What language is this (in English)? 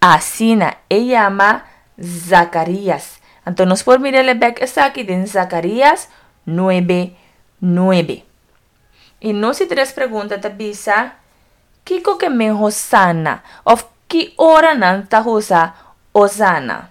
Papiamento